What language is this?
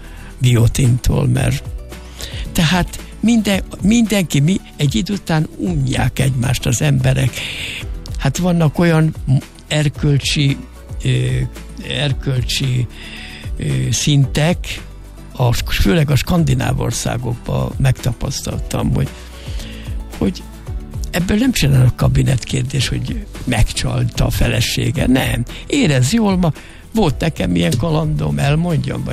Hungarian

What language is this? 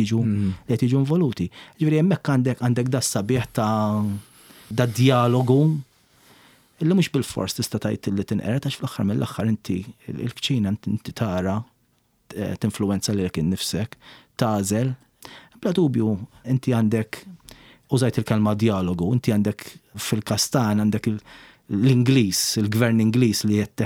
Maltese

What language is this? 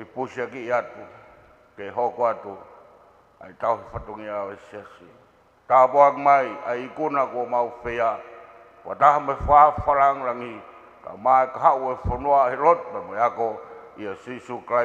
Tongan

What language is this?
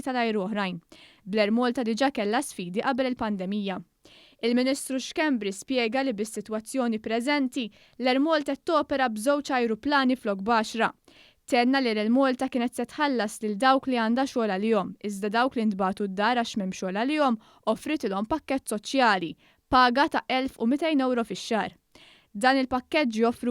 Maltese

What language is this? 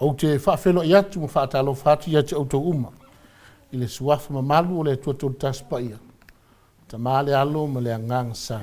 Samoan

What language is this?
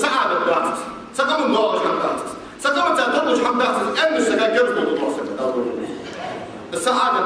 Ingush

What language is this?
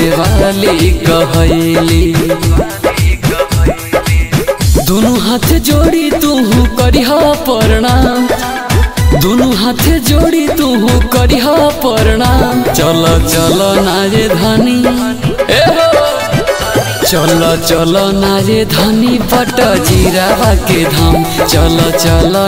Bhojpuri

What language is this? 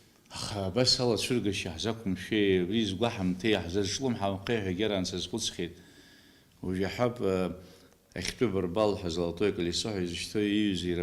Abkhazian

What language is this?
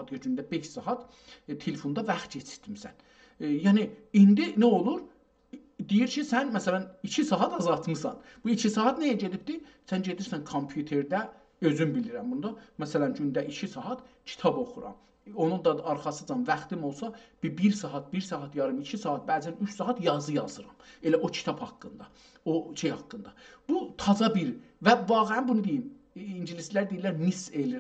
South Azerbaijani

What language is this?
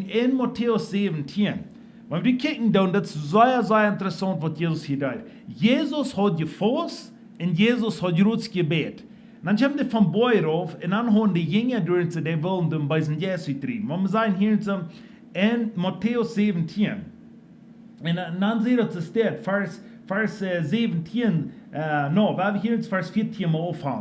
Plautdietsch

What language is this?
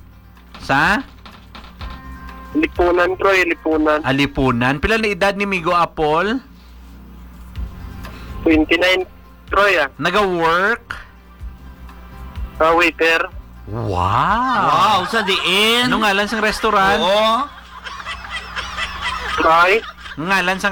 Hiligaynon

